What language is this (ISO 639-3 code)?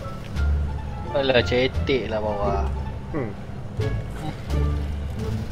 msa